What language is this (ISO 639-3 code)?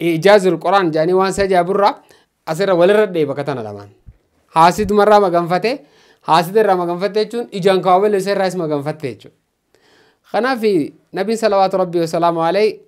orm